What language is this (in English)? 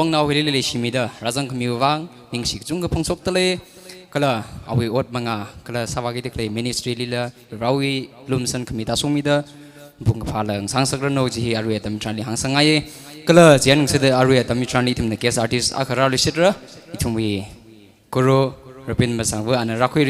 Tangkhul Naga (India)